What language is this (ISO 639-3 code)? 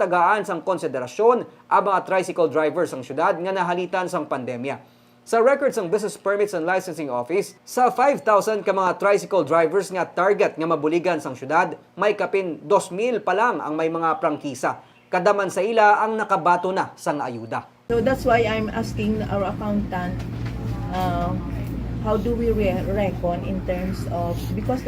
hil